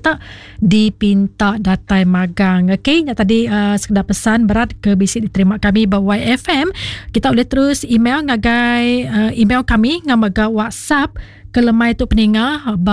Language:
Iban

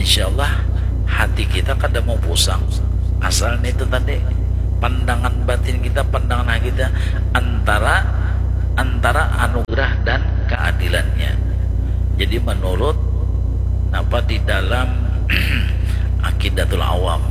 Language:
Banjar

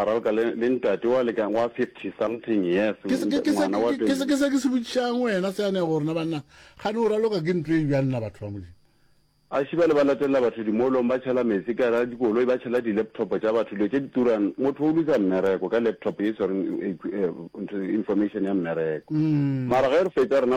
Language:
Northern Sotho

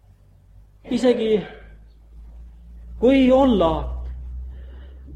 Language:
Estonian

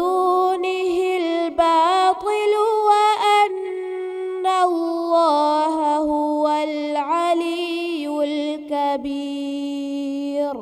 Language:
Divehi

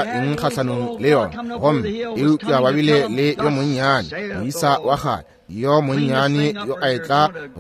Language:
Northern Sotho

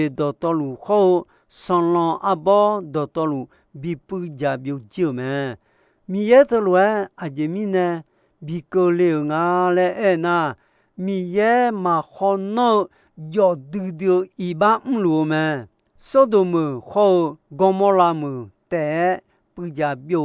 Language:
Akha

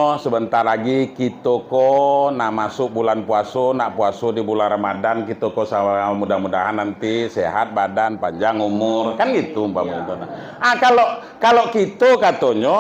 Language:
Minangkabau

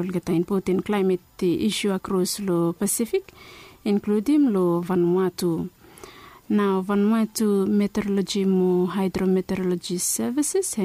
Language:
Bislama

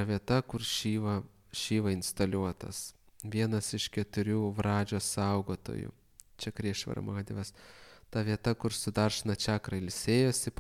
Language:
Lithuanian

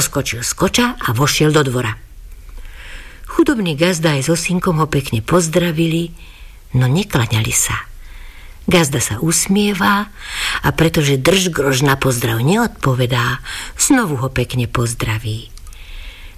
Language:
Slovak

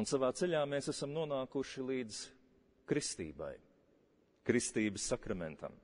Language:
Latvian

